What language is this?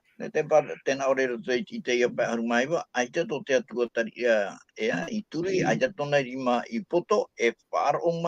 Tahitian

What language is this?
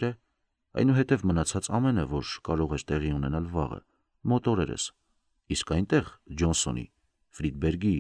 Armenian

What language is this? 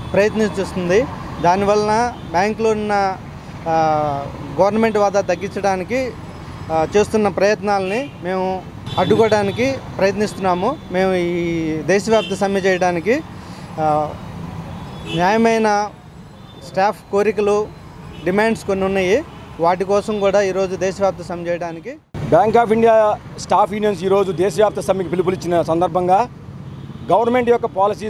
Telugu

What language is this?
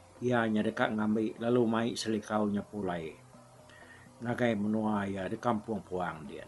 Iban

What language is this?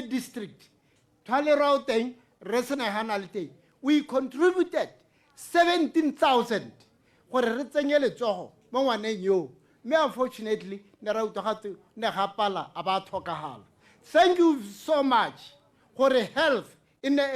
Tswana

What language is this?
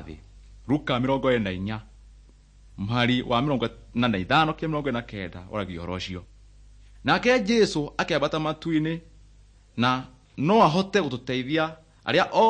Kikuyu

